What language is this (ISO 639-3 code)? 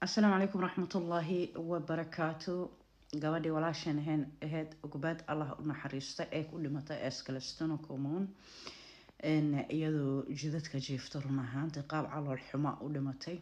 som